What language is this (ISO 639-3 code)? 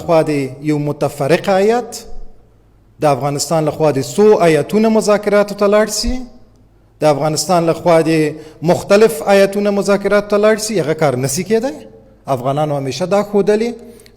pus